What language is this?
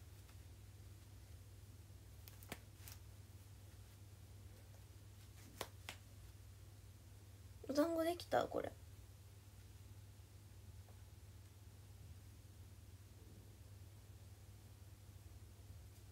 Japanese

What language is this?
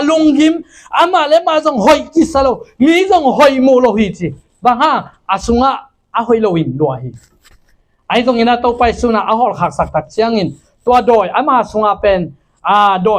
Tedim Chin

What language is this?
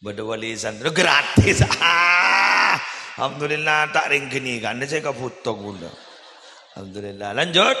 Madurese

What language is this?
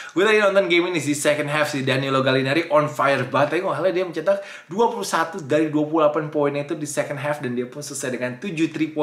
Indonesian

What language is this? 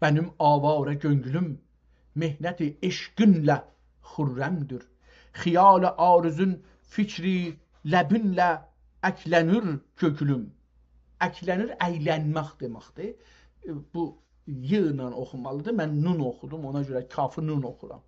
South Azerbaijani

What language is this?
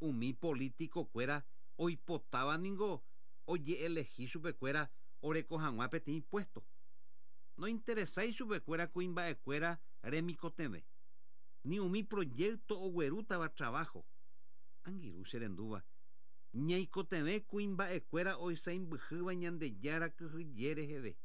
Guarani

